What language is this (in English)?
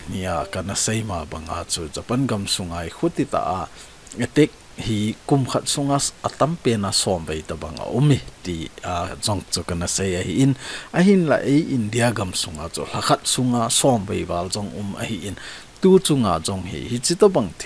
Thado Chin